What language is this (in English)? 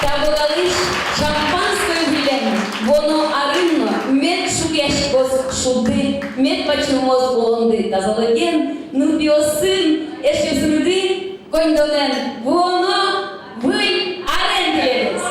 Udmurt